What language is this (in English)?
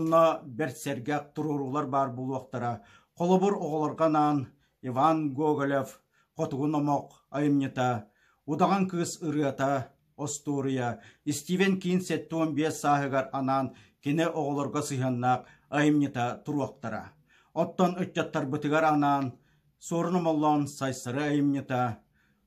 Yakut